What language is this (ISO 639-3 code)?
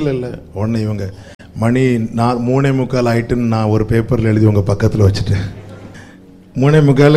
tam